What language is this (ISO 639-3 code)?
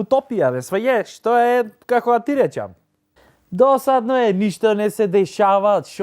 mkd